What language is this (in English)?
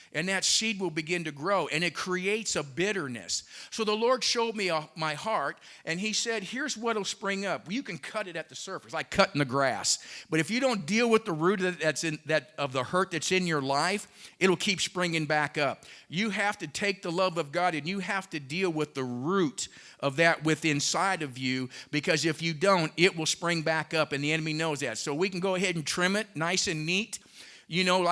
English